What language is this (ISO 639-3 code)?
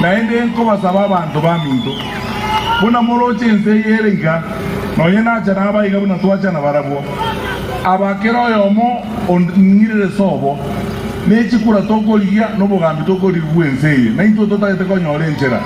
guz